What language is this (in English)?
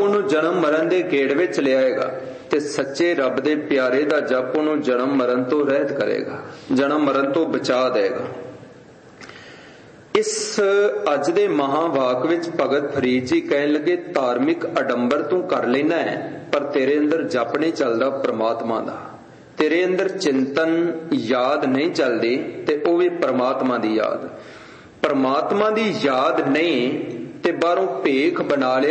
Punjabi